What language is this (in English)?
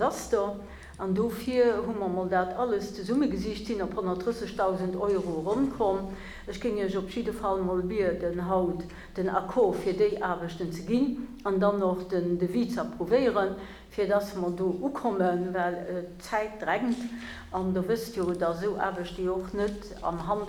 Luxembourgish